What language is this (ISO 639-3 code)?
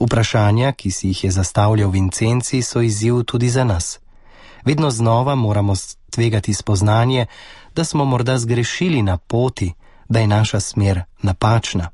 slv